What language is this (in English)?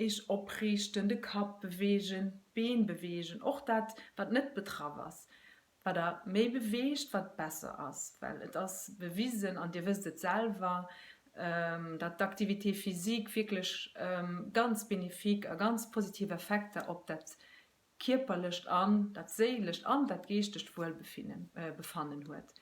Luxembourgish